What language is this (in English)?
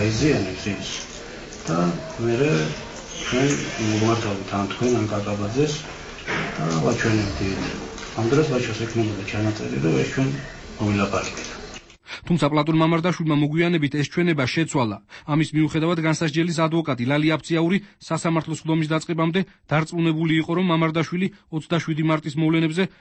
Georgian